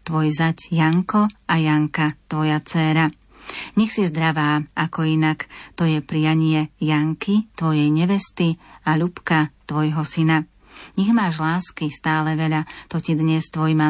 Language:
Slovak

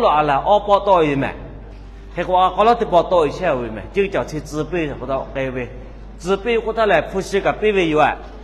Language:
Lahu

